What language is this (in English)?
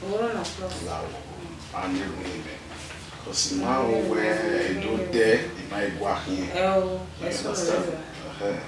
Bini